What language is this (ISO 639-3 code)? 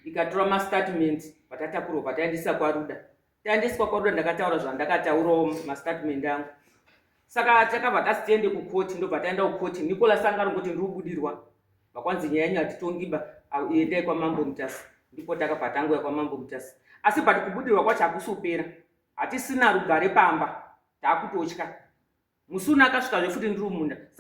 sna